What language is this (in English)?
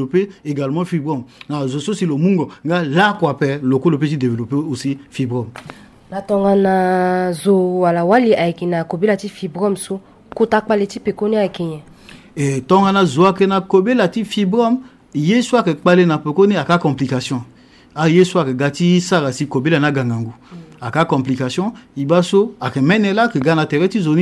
Sango